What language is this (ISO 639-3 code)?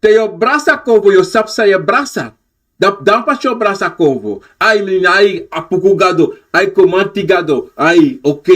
srn